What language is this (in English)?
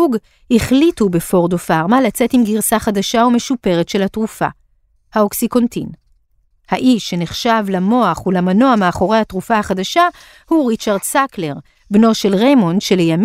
Hebrew